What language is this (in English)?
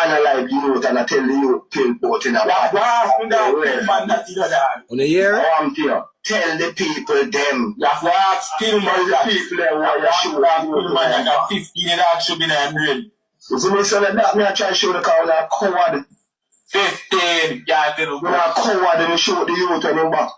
Jamaican Creole English